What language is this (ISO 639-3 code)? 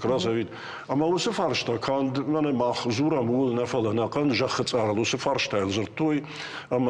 oss